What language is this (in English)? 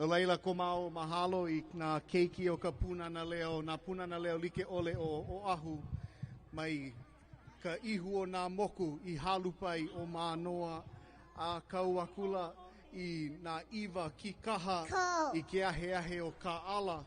Hawaiian